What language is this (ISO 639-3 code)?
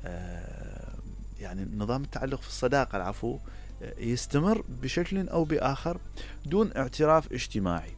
acm